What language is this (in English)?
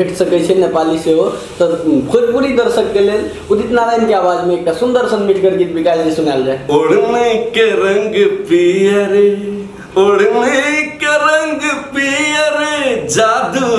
Maithili